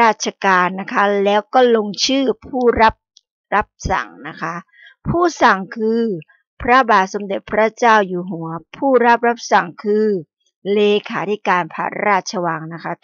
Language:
Thai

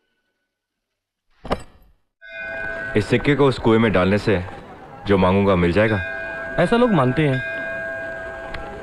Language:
Hindi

